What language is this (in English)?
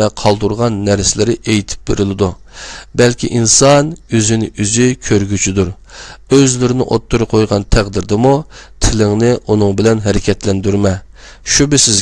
Uyghur